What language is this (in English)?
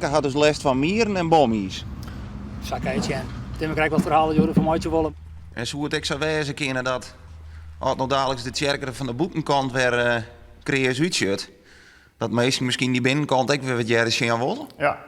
Western Frisian